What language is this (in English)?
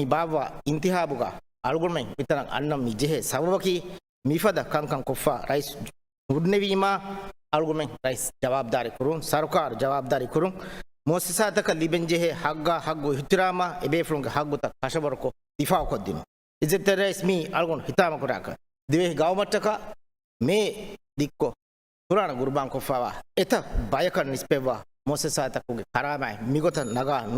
Divehi